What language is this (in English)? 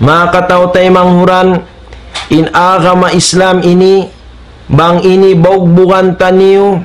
Tausug